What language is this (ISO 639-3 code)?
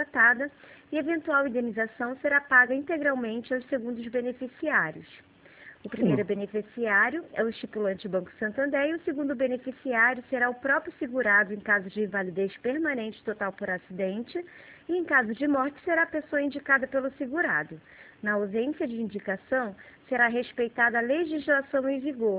por